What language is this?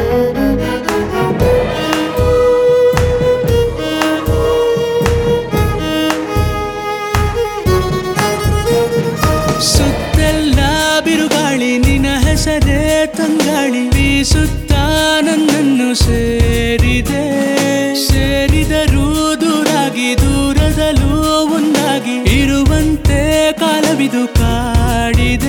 Kannada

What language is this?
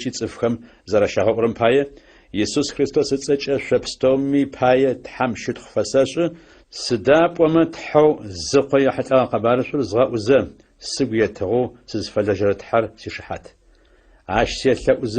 Adyghe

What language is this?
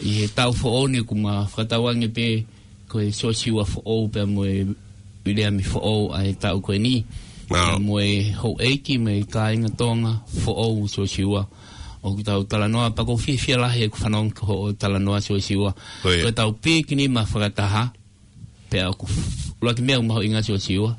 Tongan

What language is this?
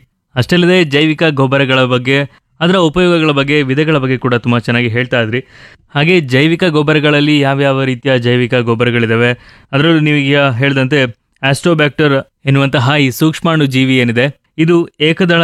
Kannada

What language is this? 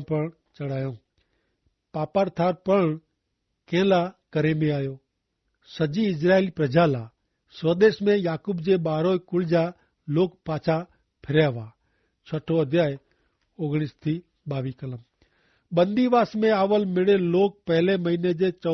Kachhi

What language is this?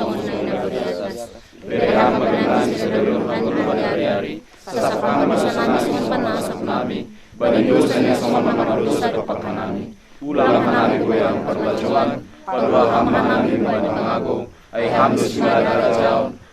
Batak Simalungun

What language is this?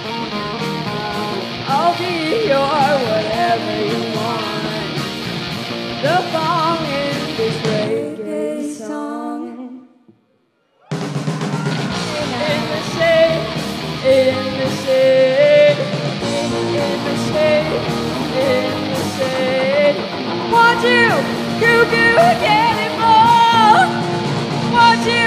English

